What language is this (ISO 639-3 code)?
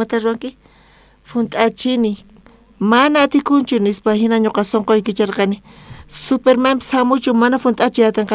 quh